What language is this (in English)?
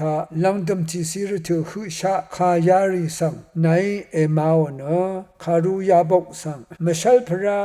Rawang